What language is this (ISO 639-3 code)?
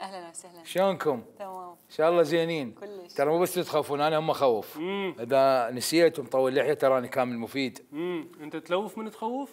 acm